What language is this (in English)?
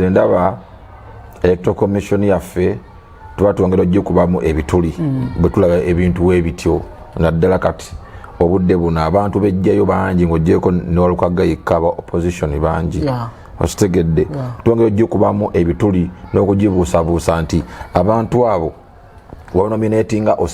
Ganda